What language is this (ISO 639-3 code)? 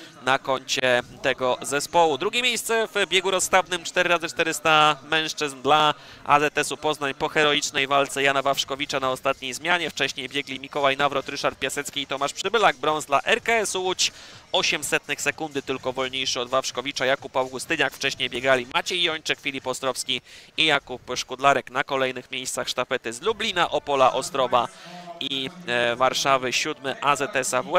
pol